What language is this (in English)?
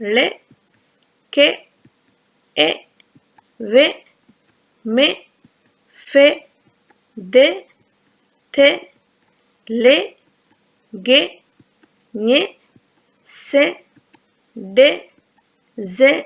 Divehi